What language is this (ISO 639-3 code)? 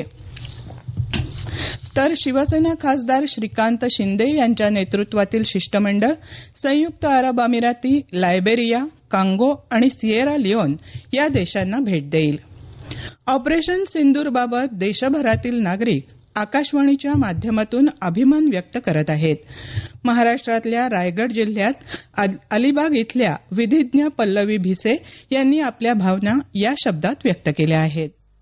mar